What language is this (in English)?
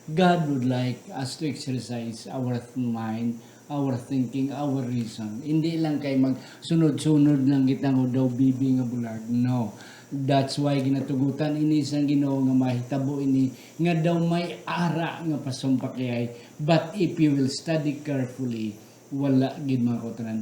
Hiligaynon